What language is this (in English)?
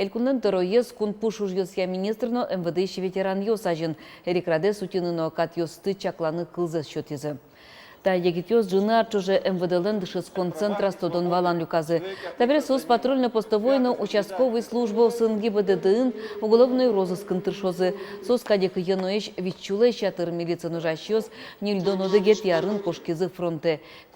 Udmurt